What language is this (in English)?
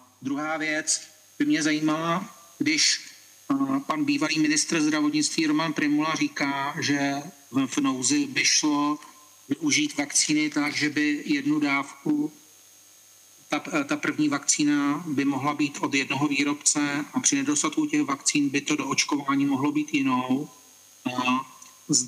Czech